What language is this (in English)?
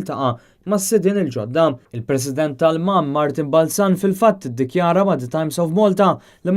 Maltese